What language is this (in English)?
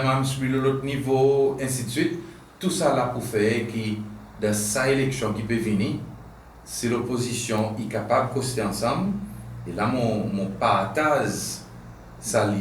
Seselwa Creole French